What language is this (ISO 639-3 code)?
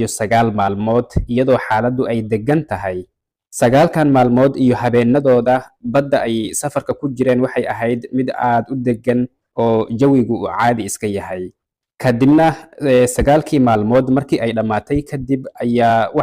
som